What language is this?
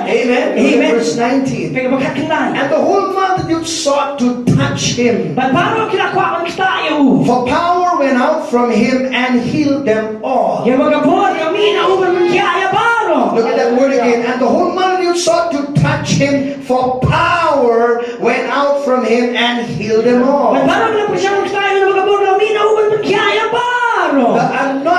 Khasi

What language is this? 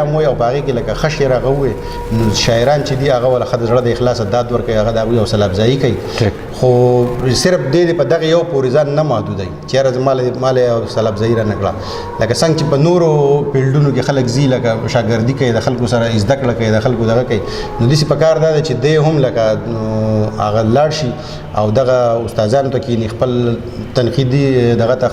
Pashto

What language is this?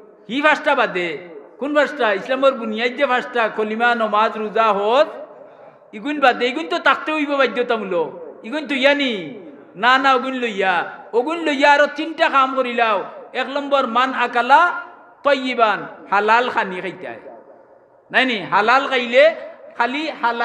Sylheti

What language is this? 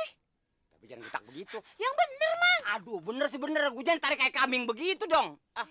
Betawi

